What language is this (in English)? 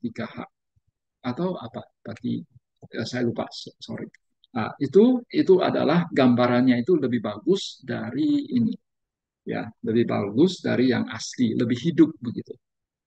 Indonesian